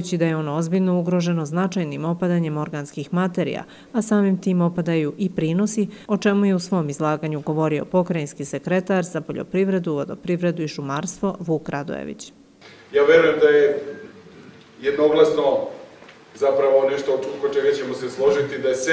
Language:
Serbian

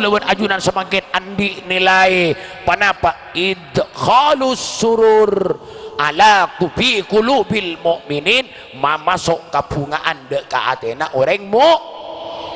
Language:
Madurese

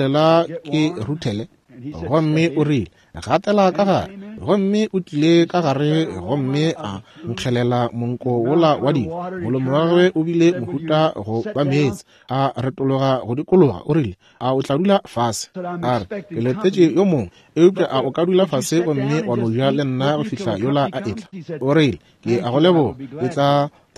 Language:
Northern Sotho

